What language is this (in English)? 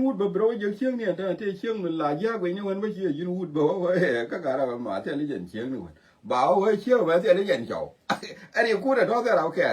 Nuer